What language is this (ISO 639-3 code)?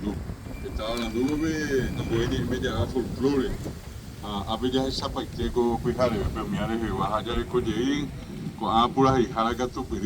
grn